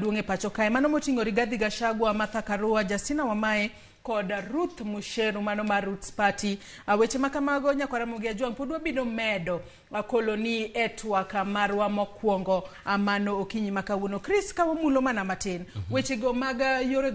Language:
Luo (Kenya and Tanzania)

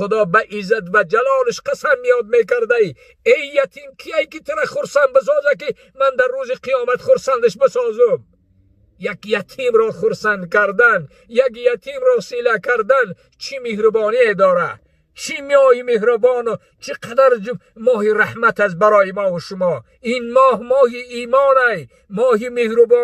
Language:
Tajik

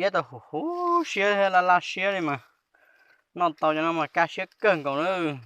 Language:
Hmong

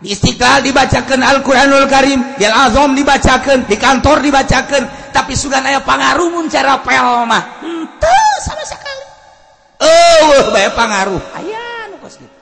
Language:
Sundanese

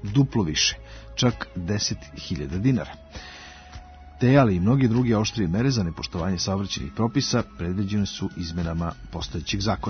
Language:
Serbian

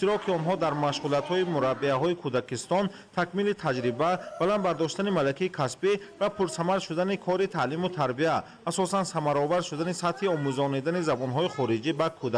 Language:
Tajik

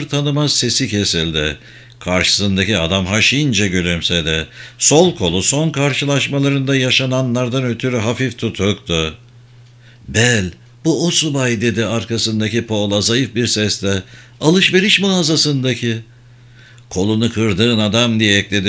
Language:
Turkish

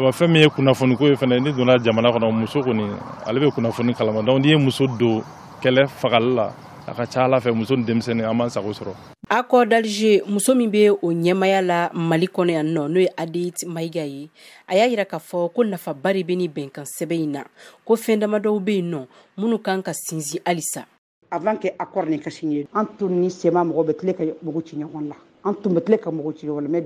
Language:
Bambara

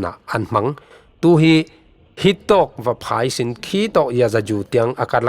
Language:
Falam Chin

